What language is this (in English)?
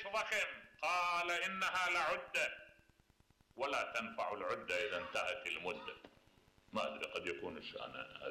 Mesopotamian Arabic